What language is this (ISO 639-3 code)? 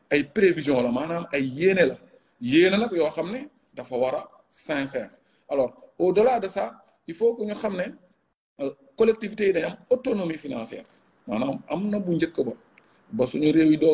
wol